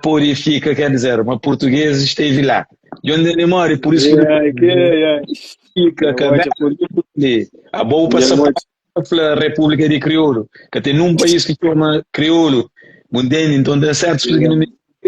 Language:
Kabuverdianu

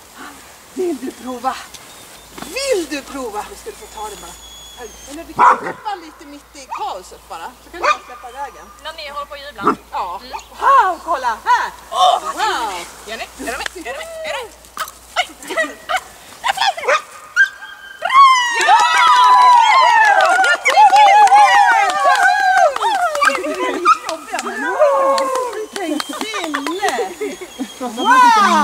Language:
Swedish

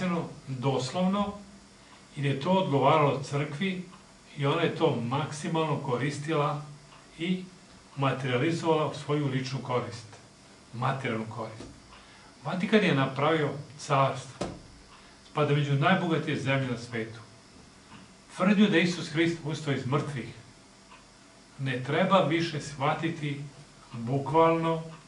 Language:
Serbian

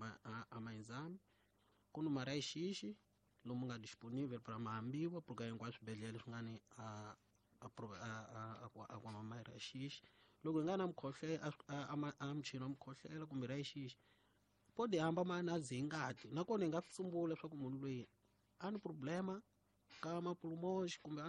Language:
Tsonga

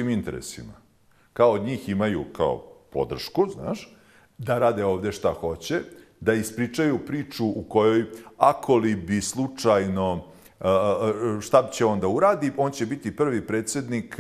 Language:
Bosnian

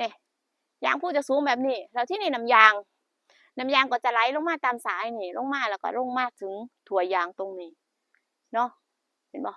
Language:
Northeastern Thai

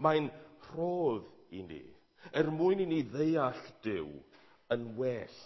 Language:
Welsh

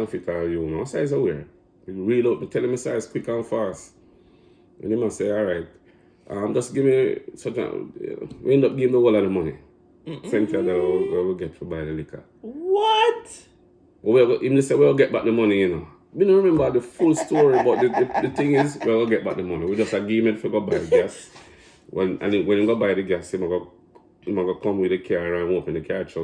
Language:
Jamaican Creole English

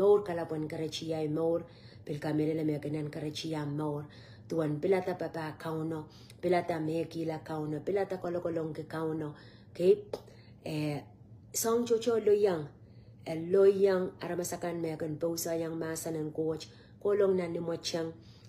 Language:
Pohnpeian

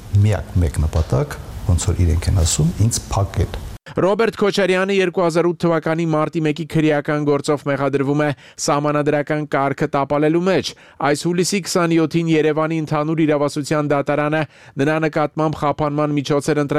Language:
Armenian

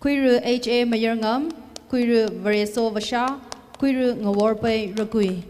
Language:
Tangkhul Naga (India)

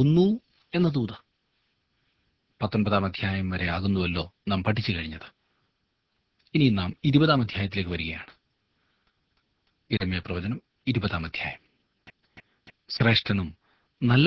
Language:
Malayalam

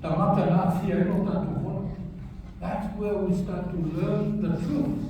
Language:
Samoan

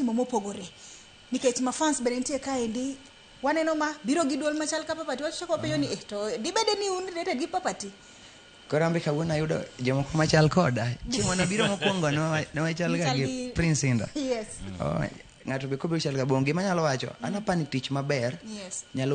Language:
Luo (Kenya and Tanzania)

